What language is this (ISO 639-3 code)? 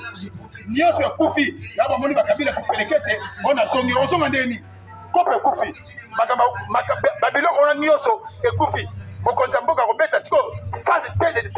lin